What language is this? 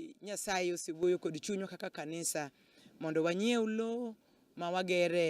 Luo (Kenya and Tanzania)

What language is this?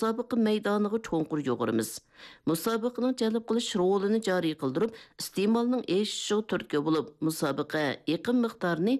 Uyghur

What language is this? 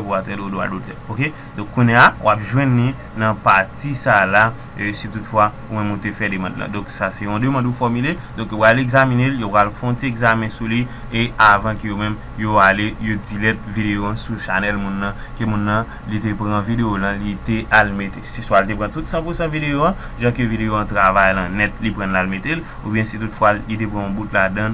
Haitian Creole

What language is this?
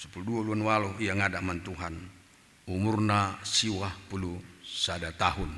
Batak Karo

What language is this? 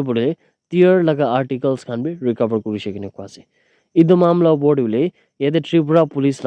Naga Pidgin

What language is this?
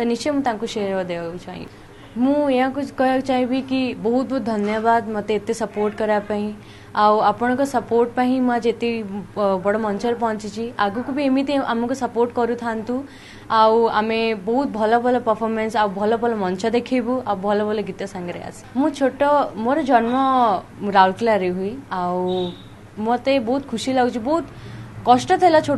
Odia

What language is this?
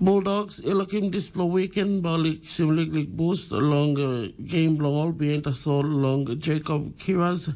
Tok Pisin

